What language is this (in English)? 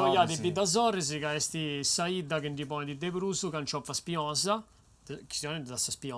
Sardinian